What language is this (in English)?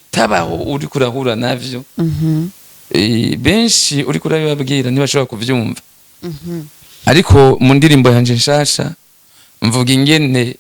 Rundi